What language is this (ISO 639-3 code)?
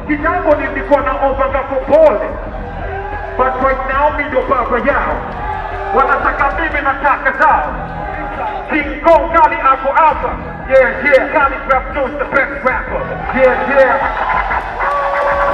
swa